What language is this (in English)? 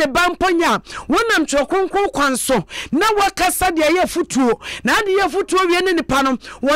Akan